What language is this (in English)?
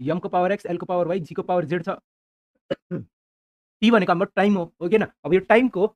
Nepali